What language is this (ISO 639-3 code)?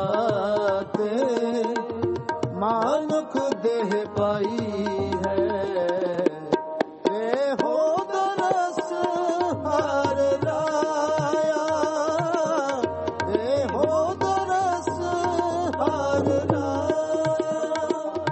pan